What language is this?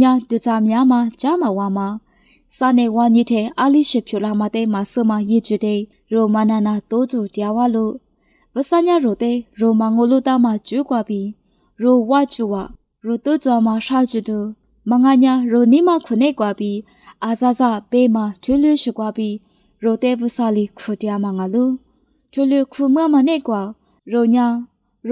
Lisu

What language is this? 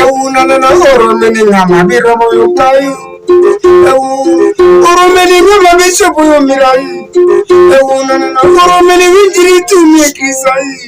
Alur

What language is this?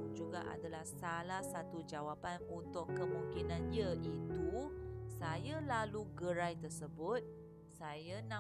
Malay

